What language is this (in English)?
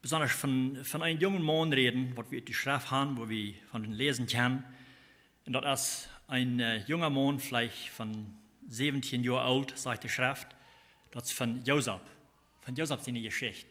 Plautdietsch